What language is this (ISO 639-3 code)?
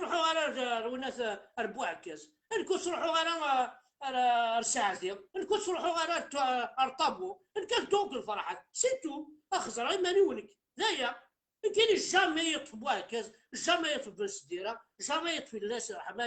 kab